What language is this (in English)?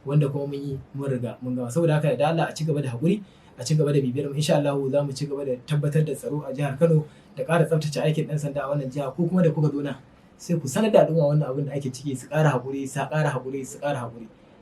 Hausa